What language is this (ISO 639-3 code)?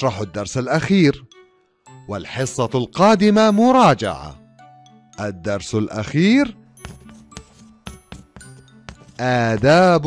ara